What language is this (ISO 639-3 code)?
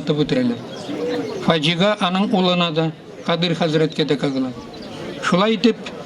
tat